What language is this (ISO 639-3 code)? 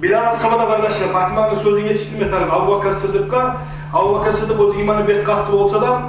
kum